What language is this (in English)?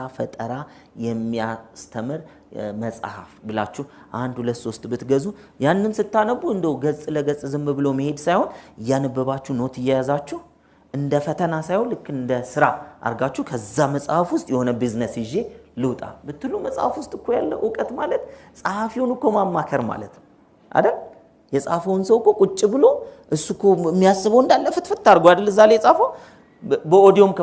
Amharic